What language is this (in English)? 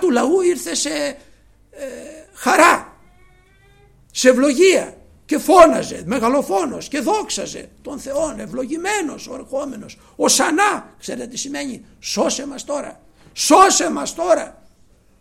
Greek